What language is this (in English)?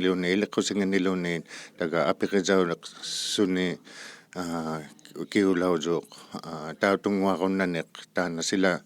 Inuktitut